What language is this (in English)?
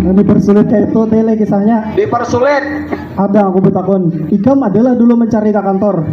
Banjar